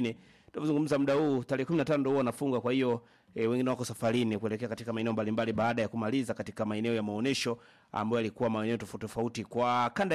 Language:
Swahili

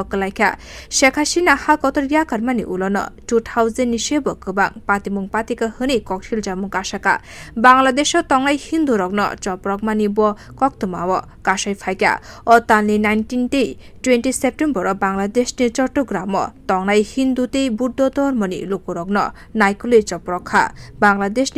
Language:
Kok Borok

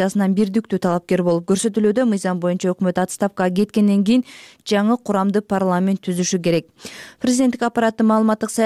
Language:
Kyrgyz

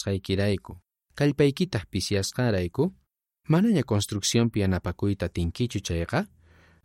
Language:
South Bolivian Quechua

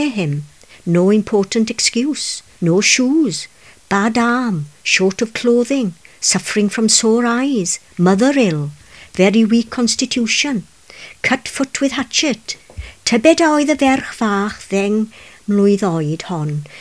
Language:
Welsh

